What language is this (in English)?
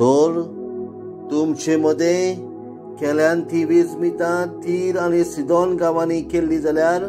Konkani